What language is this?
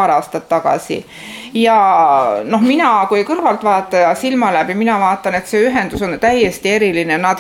Estonian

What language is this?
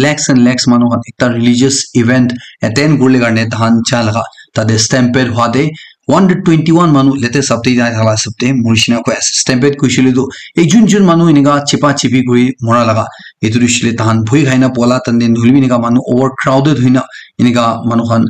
Naga Pidgin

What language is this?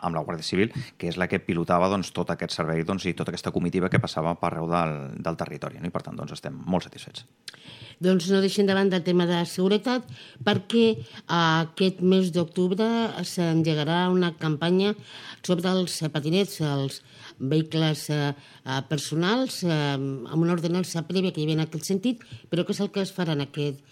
Catalan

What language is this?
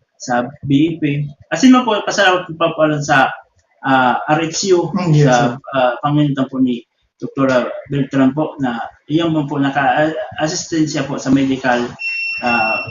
Bikol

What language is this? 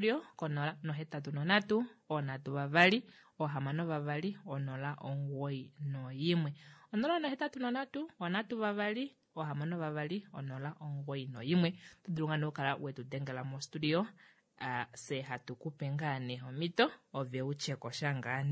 Kuanyama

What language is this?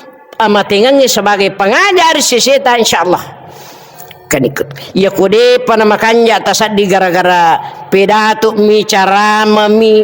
Buginese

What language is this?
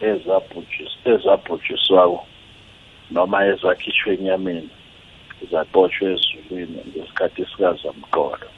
South Ndebele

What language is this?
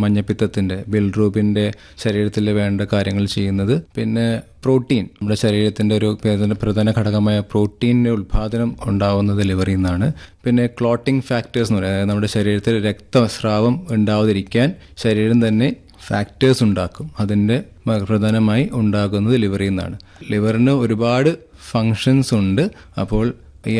Malayalam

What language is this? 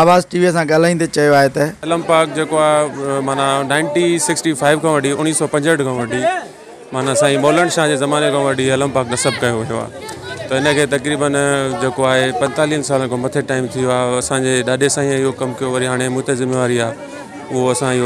Sindhi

